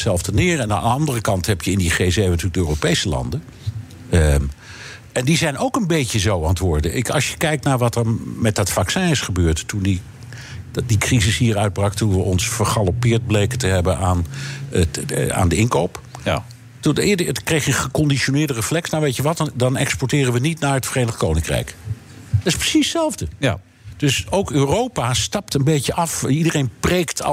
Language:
Dutch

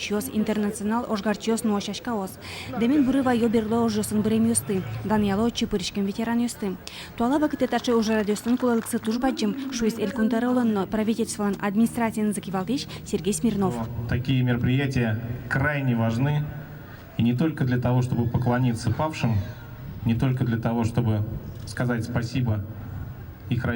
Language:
Udmurt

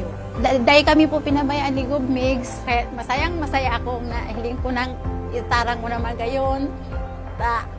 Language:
Bikol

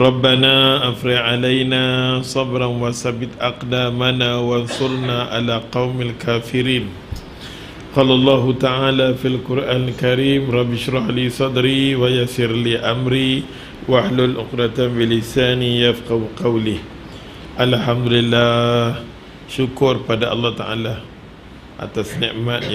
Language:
Malay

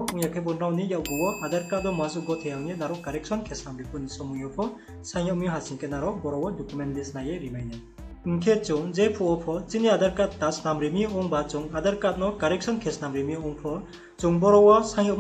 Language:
Riang (India)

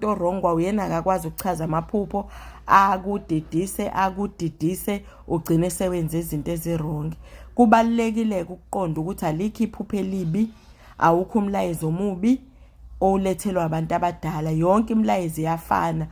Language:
Zulu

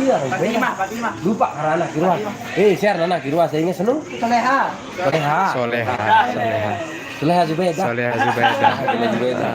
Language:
Sasak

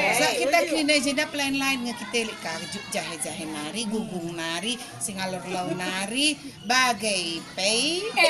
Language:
Batak Karo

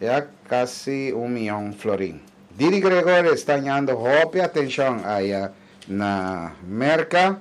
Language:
Papiamento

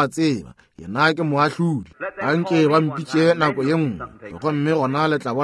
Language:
Northern Sotho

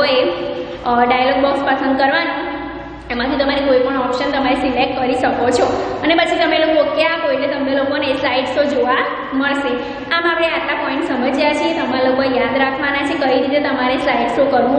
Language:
Gujarati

